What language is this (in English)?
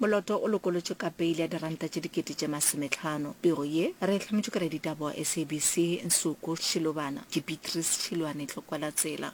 Northern Sotho